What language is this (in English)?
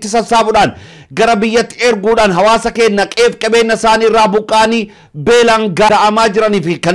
Oromo